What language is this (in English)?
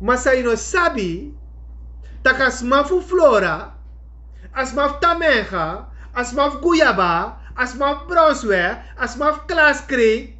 Sranan Tongo